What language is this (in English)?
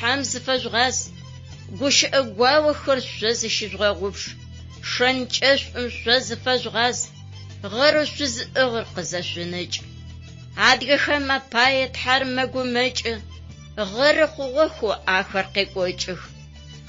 Adyghe